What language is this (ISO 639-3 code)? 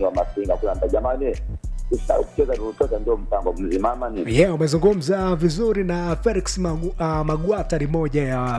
swa